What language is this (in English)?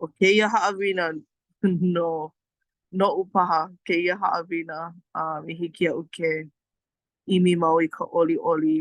Hawaiian